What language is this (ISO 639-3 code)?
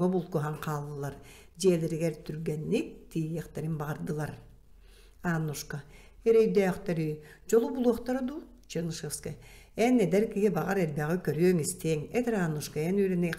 sah